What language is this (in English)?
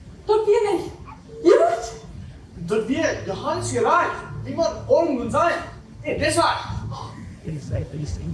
Plautdietsch